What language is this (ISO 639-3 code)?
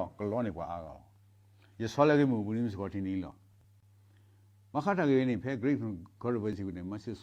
ksw